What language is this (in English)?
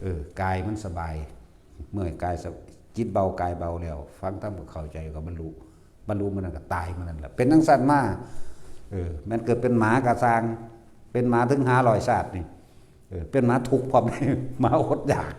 Northeastern Thai